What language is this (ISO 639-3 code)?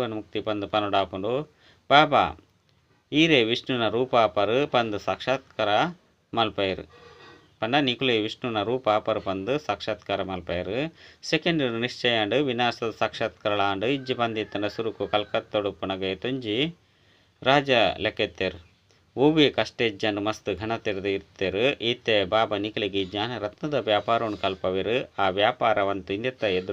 tcy